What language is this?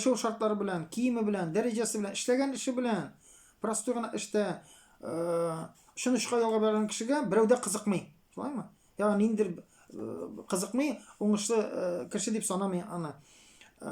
Tatar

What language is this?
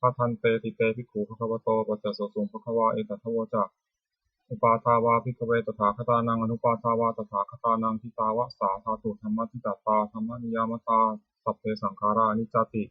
Pali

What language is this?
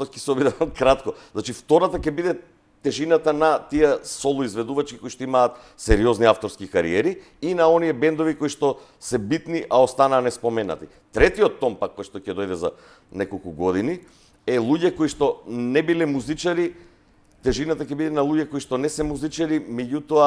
Macedonian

